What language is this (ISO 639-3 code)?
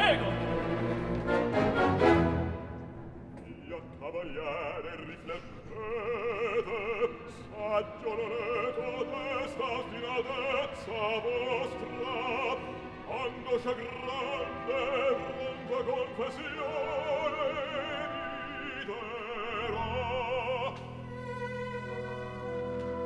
ita